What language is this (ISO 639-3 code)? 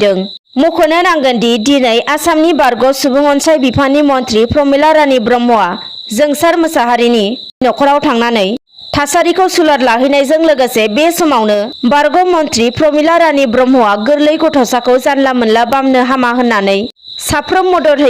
brx